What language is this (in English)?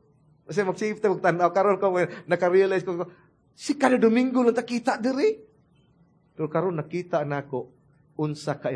Cebuano